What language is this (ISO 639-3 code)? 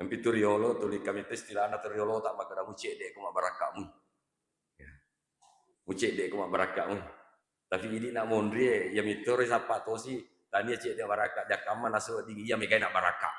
bug